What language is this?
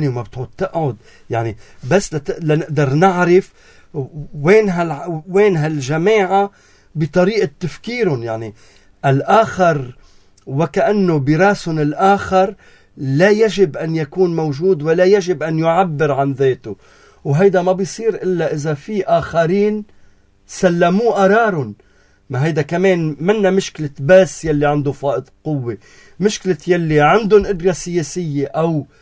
North Levantine Arabic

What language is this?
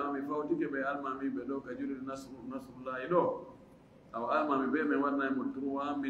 Fula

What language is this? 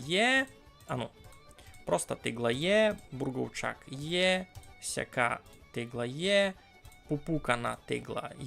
Rusyn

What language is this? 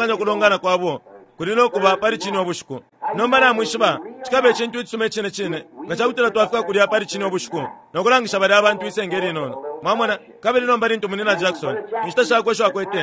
Bemba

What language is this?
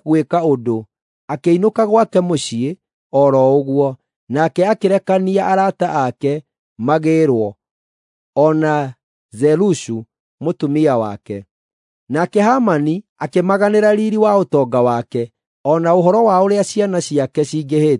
Kikuyu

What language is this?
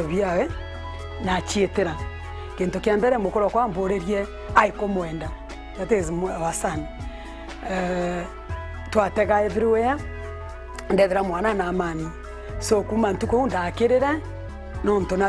Meru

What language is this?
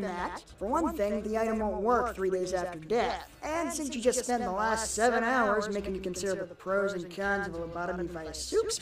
English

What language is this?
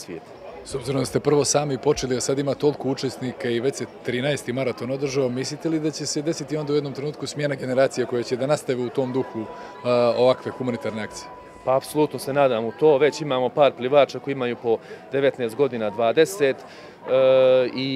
Bosnian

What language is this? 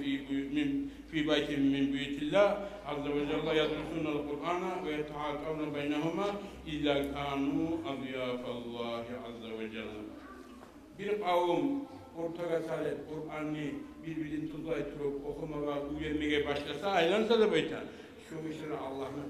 Kumyk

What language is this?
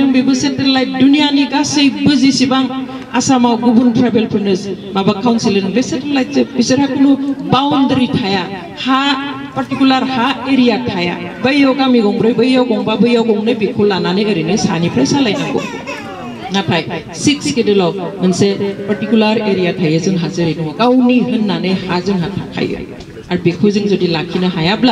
Bodo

